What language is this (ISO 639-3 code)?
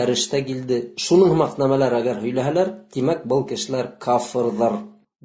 bak